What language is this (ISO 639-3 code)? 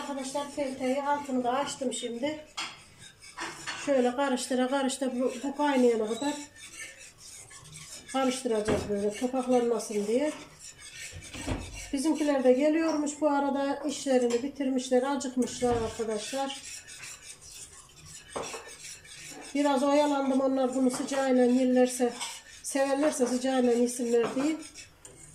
tur